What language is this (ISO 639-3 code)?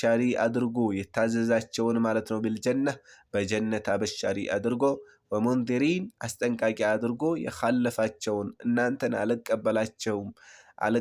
amh